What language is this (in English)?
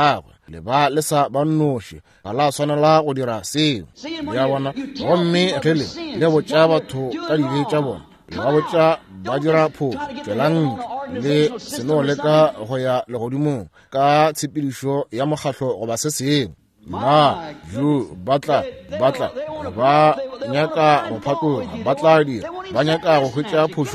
Northern Sotho